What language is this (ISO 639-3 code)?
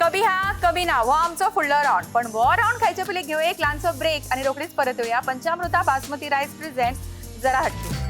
kok